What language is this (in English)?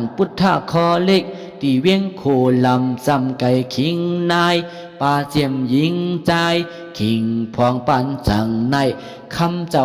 Shan